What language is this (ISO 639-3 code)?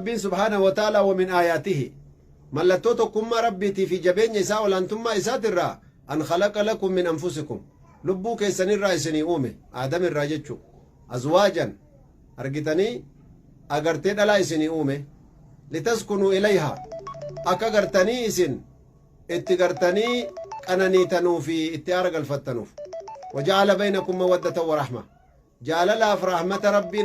orm